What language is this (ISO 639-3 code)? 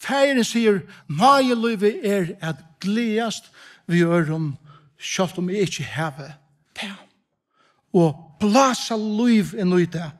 fao